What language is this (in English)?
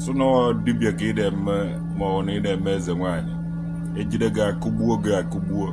Igbo